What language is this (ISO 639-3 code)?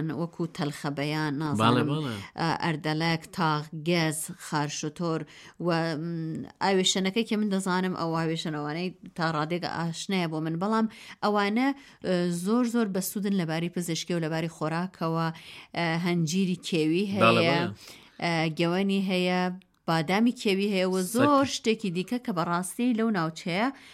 ckb